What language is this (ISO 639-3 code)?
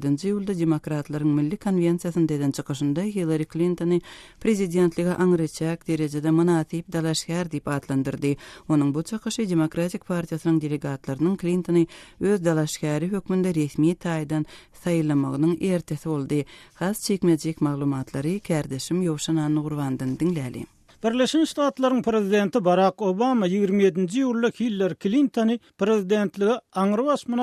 tuk